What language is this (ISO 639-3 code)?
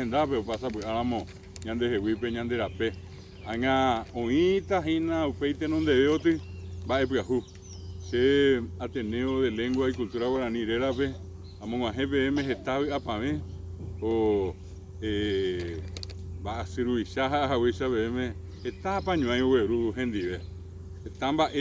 grn